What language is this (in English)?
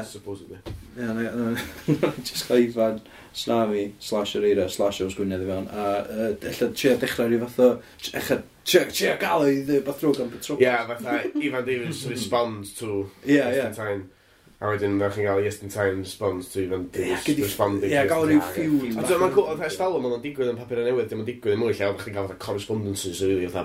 Welsh